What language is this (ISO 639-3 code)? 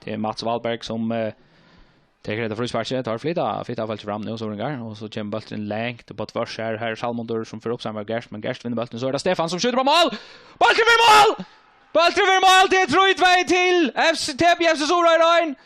fao